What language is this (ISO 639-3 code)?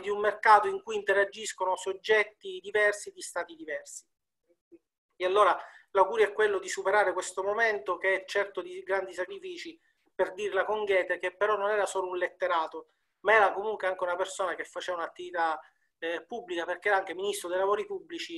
ita